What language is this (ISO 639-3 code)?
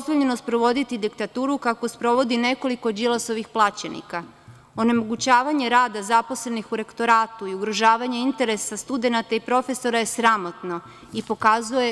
srp